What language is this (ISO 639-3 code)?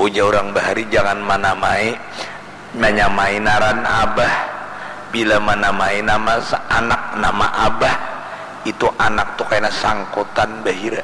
bjn